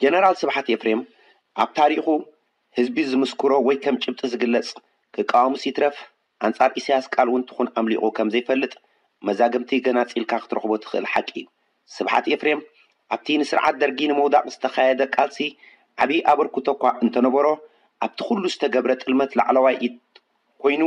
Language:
Tigrinya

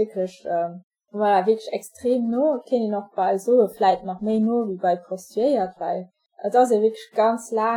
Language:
Luxembourgish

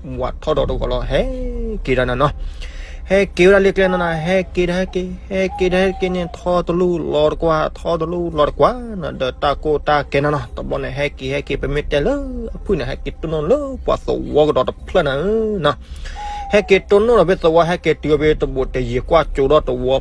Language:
S'gaw Karen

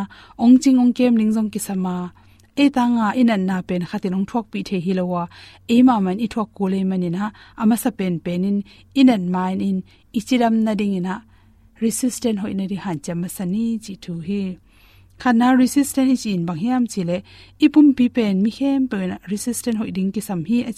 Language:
Tedim Chin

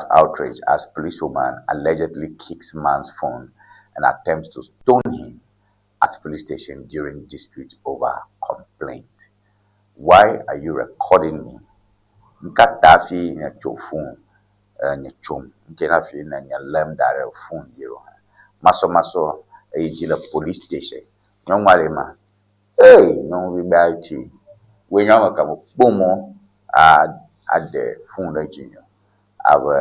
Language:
Ewe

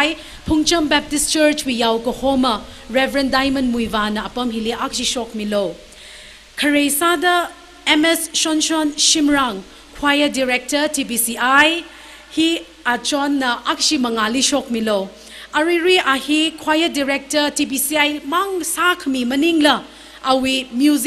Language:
Tangkhul Naga (India)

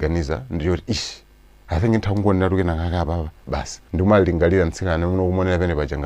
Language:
Nyanja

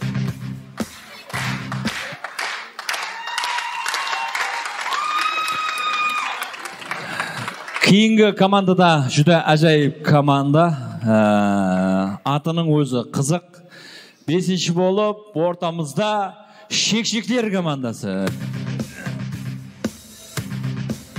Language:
Kazakh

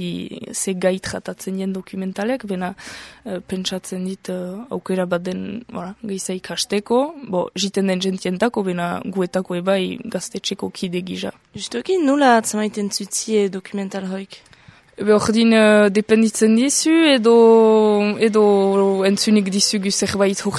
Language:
Basque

